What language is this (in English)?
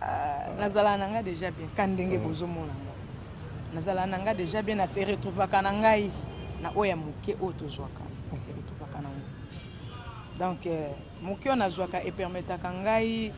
Lingala